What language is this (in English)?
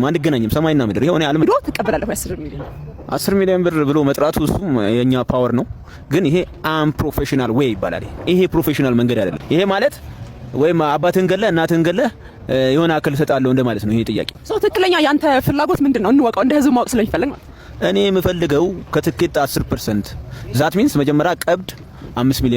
Amharic